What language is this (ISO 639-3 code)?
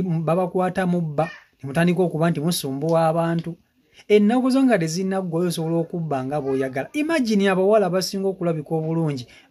lug